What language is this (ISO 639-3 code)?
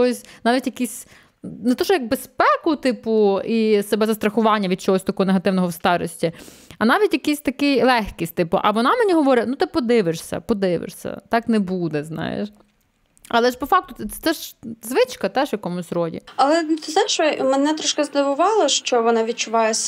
ukr